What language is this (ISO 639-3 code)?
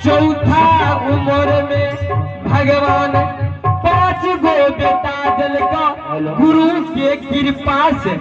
mai